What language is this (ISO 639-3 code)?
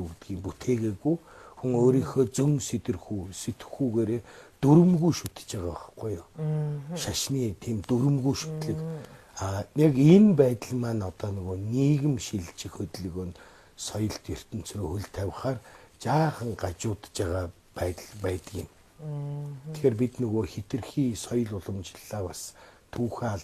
mon